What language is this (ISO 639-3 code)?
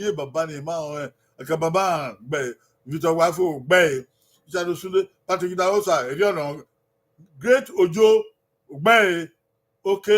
bin